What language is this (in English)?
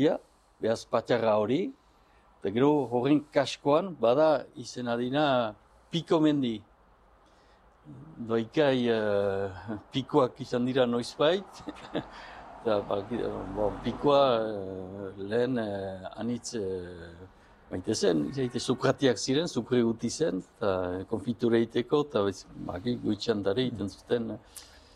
Basque